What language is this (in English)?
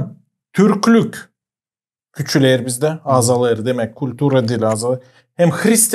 Gagauz